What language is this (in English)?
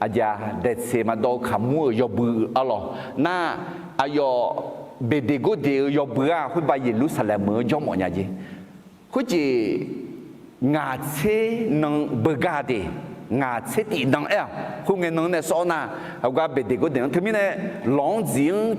Akha